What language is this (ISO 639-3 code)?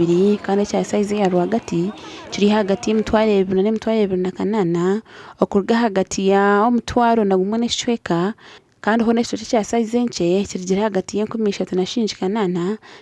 nyn